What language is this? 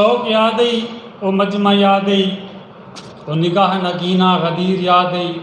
Saraiki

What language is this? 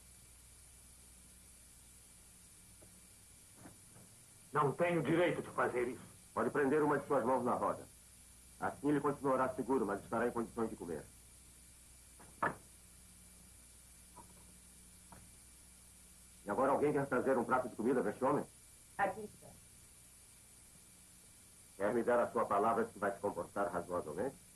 Portuguese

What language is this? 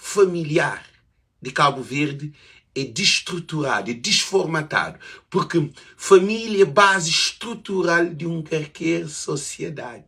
Kabuverdianu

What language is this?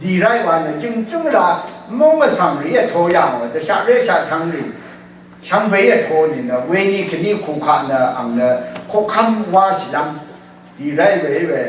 Rawang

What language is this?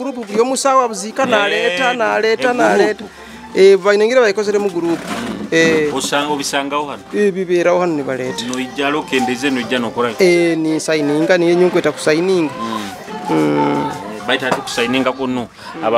Nyoro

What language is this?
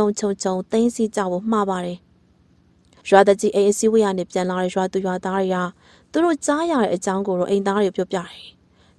Burmese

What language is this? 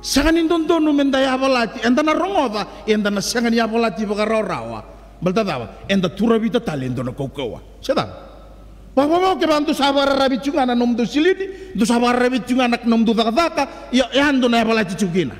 Fijian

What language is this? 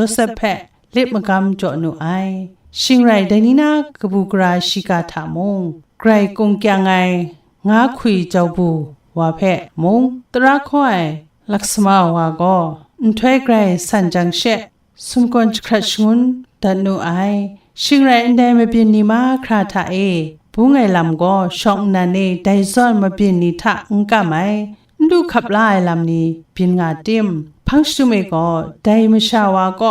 Kachin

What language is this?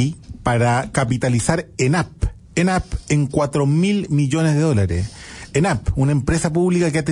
Spanish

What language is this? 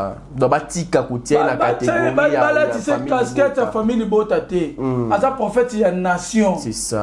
Lingala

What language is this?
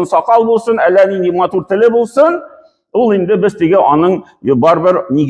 Tatar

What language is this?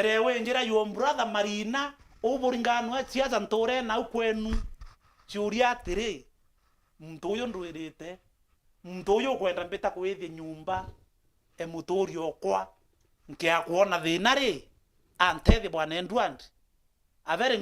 Meru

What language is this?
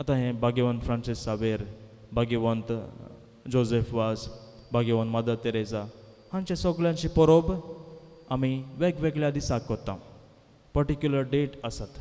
Konkani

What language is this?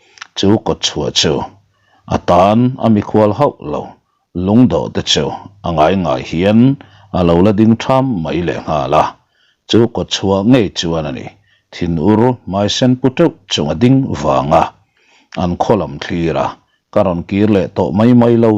Mizo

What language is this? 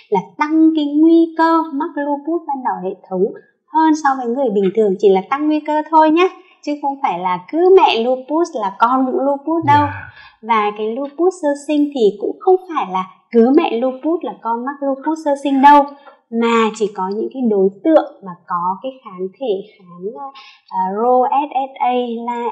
Vietnamese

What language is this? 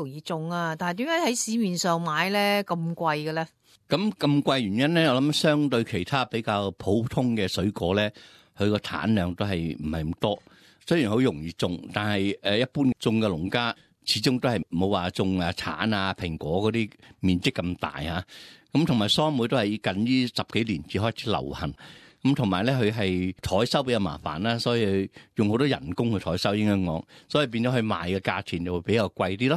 Cantonese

